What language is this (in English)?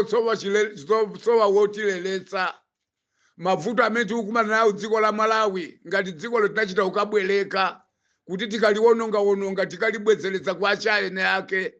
Nyanja